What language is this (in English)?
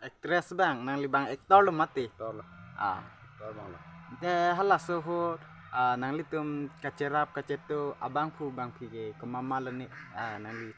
Karbi